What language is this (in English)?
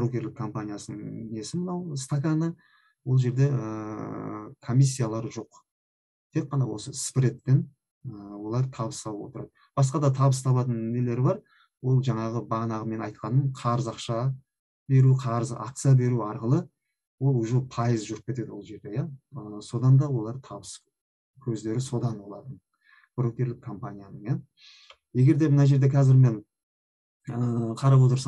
Kazakh